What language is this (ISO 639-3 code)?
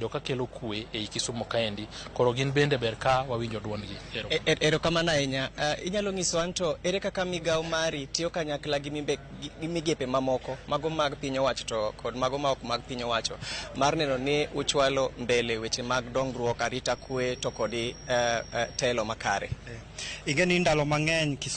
luo